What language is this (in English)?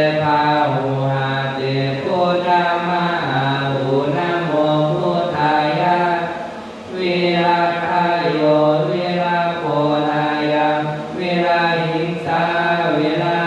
Pali